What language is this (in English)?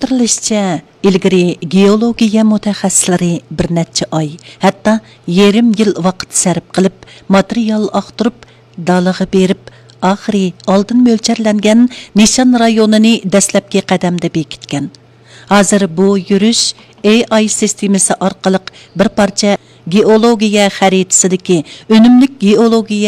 Uyghur